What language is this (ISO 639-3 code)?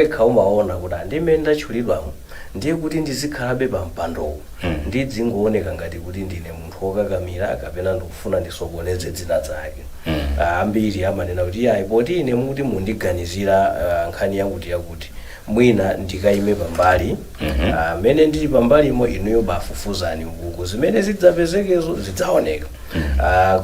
nya